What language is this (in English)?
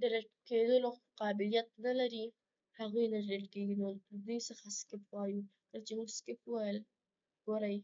Pashto